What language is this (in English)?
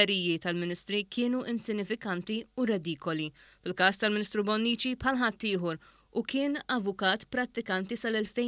Maltese